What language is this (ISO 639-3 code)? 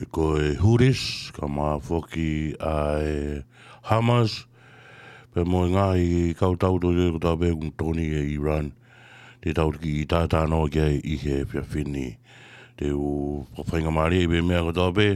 ton